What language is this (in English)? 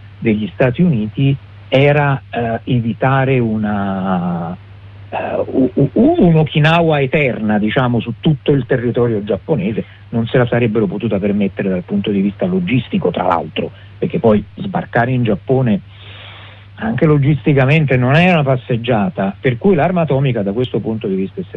Italian